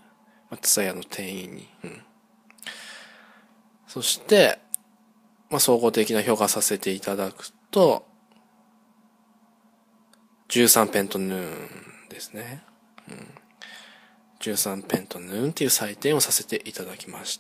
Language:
Japanese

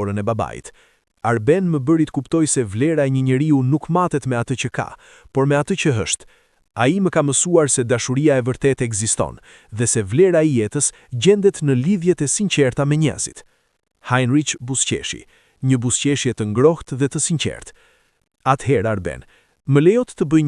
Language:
Albanian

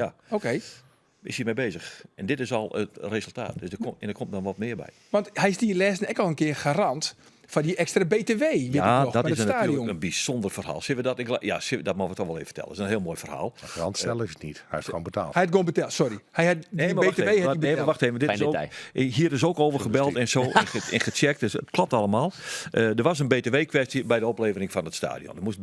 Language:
Western Frisian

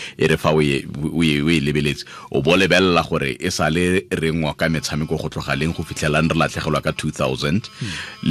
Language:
Tswana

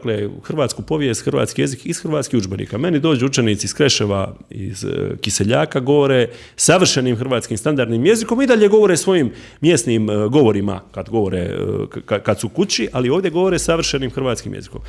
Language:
Croatian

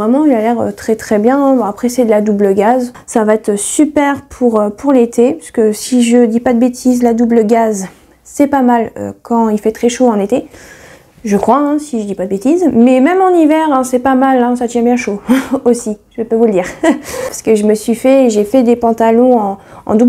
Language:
French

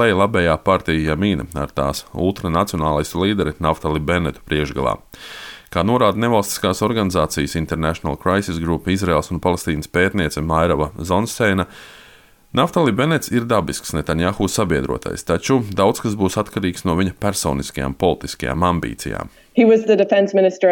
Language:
Latvian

